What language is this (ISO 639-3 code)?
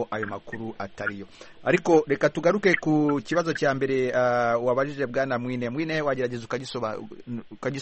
kin